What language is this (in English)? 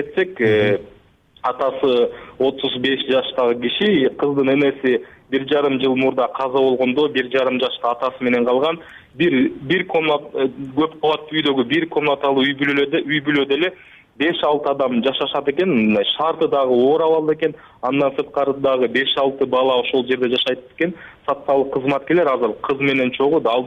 Kyrgyz